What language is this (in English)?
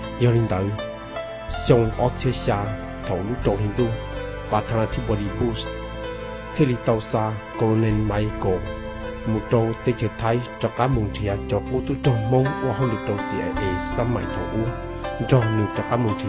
Hmong